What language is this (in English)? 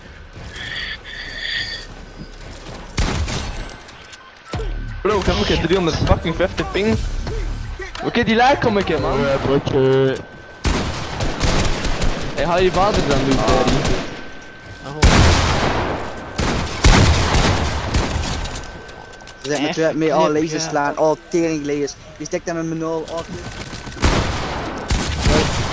Dutch